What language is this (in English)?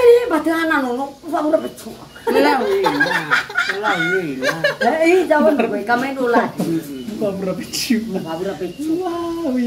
Nias